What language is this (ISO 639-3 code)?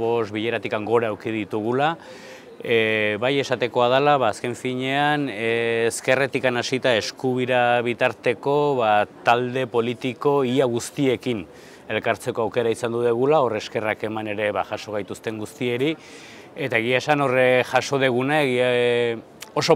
eus